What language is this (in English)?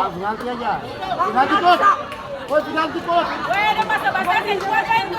Ambonese Malay